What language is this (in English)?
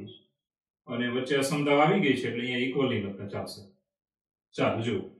Gujarati